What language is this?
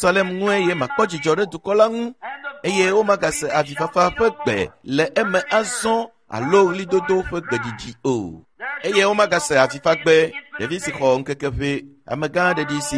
Ewe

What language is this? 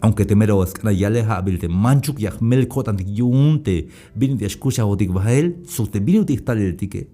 Tzeltal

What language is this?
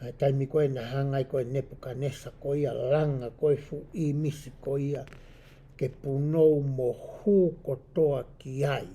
Tongan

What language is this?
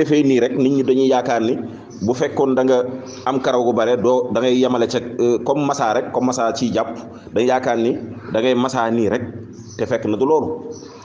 Wolof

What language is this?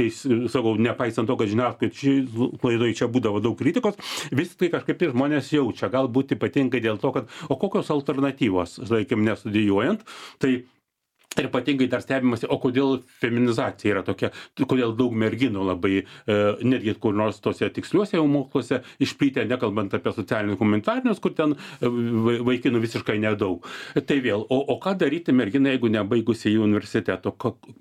Lithuanian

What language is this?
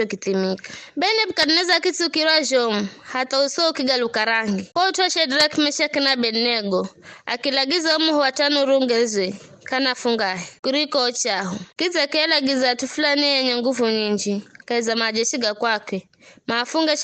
Giryama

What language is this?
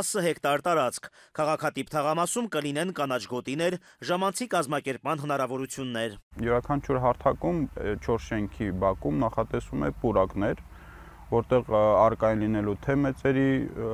Armenian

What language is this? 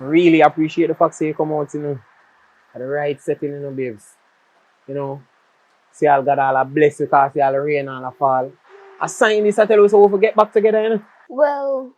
Jamaican Creole English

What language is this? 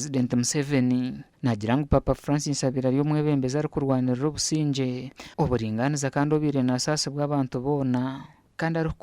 Nyankole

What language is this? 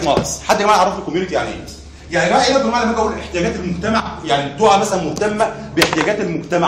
Egyptian Arabic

